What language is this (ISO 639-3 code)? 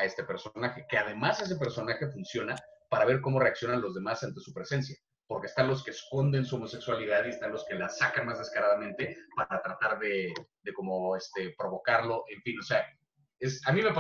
spa